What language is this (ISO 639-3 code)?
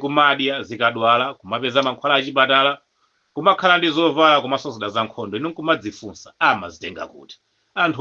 nya